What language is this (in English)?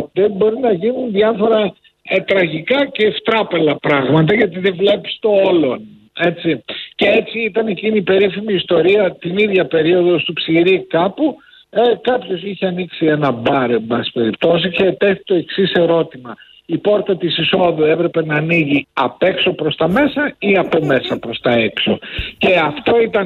Greek